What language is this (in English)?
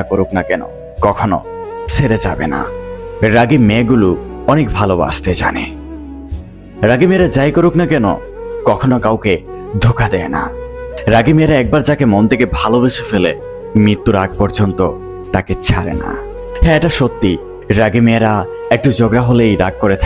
Bangla